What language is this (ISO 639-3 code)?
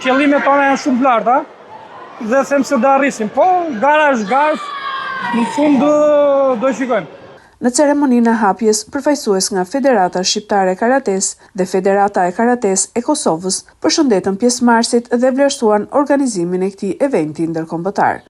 sqi